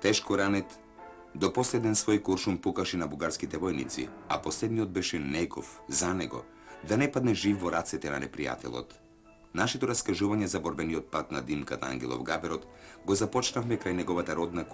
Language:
Macedonian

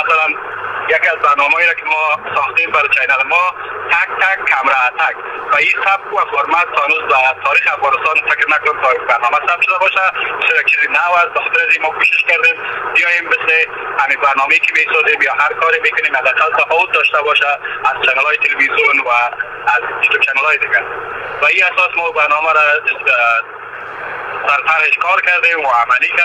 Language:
Persian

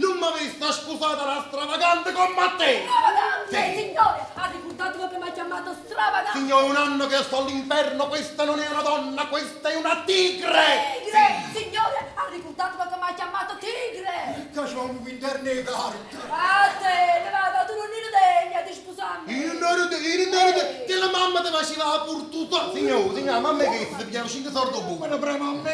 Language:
Neapolitan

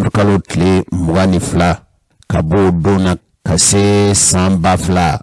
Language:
Bambara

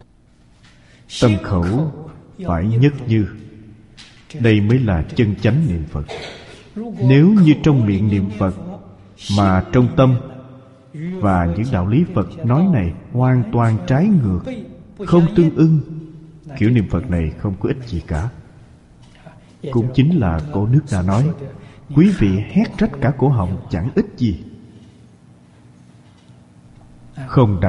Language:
Vietnamese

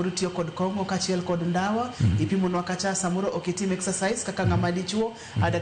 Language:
Luo (Kenya and Tanzania)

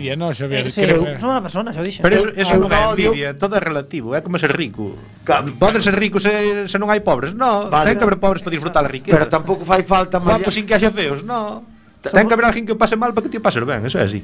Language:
Galician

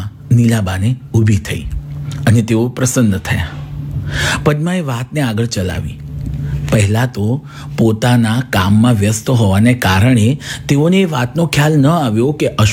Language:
Gujarati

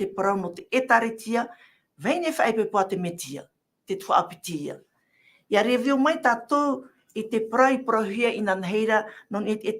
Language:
Tahitian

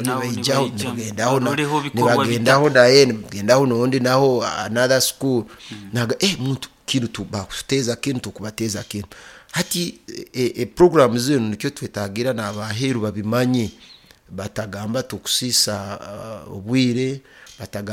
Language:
Nyoro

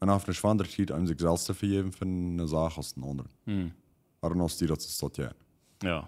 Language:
Plautdietsch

